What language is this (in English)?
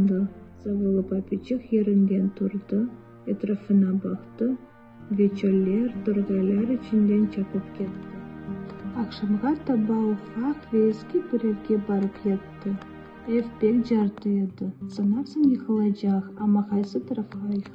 Crimean Tatar